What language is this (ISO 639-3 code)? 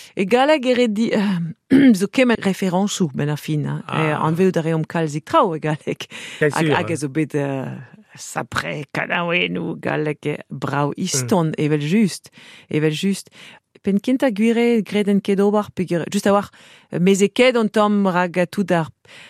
bre